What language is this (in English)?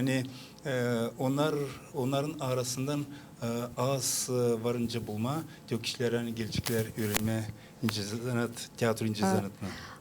Gagauz